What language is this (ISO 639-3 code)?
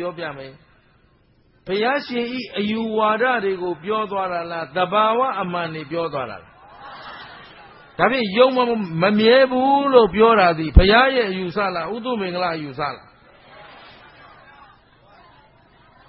mya